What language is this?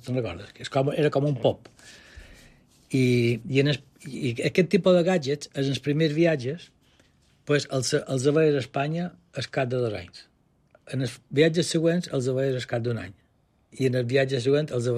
Catalan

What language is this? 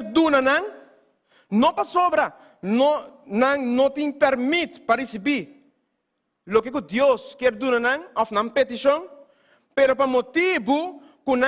Papiamento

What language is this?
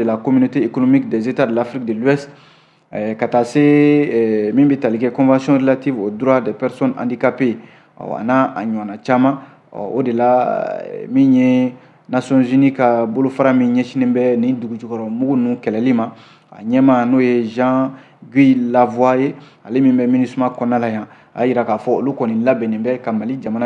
Bambara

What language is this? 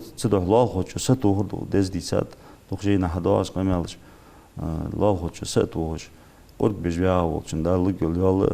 Ingush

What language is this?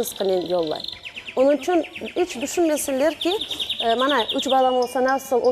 Crimean Tatar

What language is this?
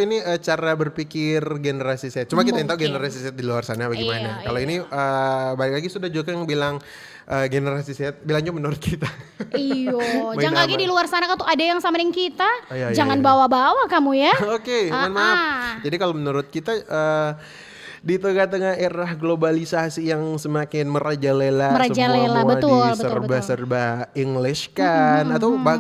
Manado Malay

